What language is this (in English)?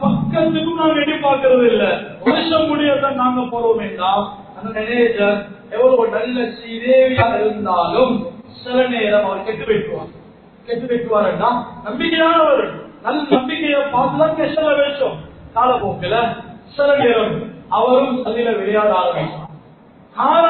Tamil